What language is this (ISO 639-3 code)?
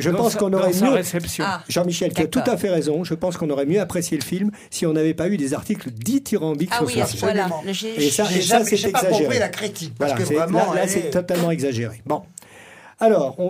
fra